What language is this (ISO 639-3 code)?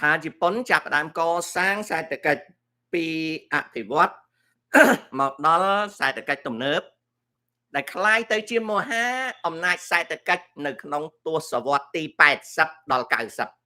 khm